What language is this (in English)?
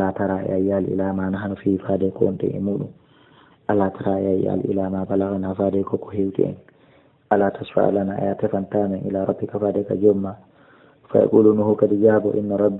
Fula